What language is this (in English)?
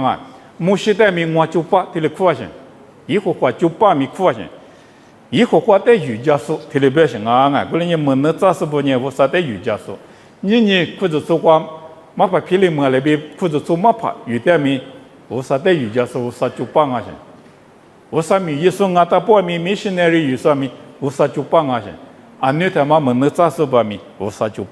Lisu